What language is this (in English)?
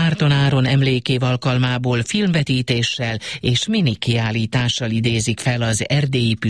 Hungarian